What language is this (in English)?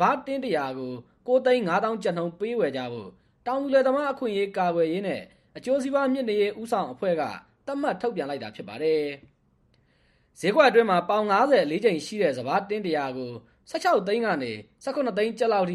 Burmese